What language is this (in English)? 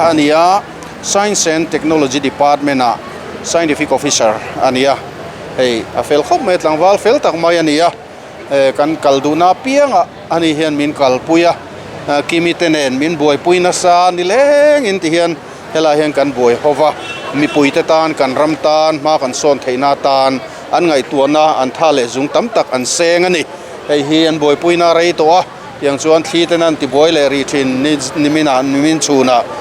Mizo